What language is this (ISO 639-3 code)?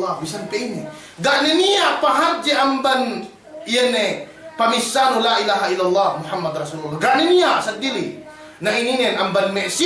yka